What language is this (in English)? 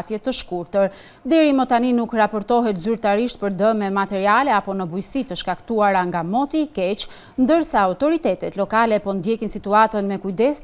Albanian